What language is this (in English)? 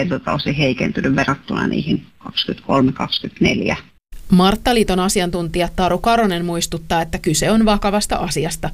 Finnish